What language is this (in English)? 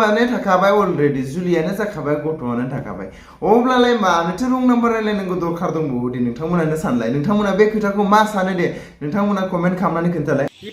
Bodo